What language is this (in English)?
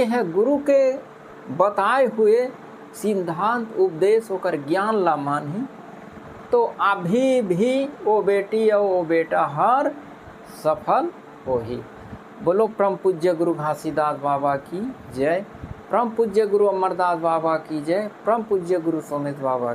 Chhattisgarhi